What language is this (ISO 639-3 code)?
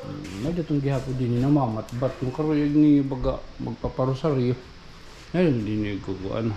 war